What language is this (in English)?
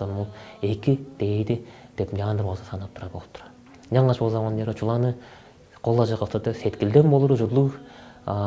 Tuvinian